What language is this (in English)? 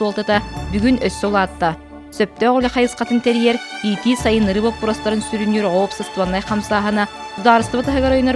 Yakut